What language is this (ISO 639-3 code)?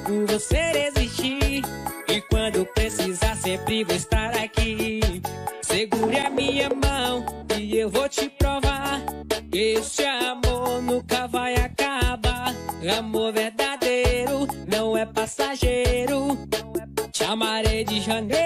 por